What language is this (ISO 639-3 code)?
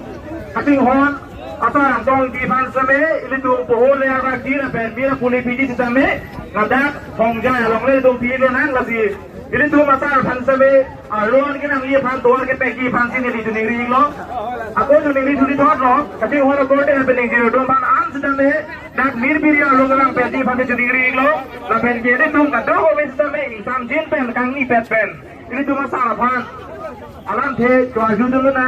mjw